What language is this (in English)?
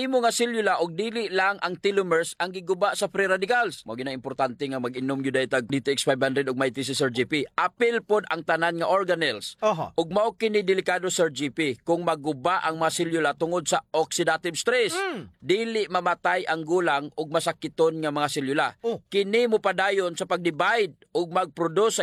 Cebuano